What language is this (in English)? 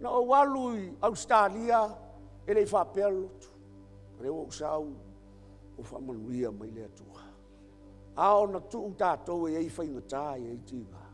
Samoan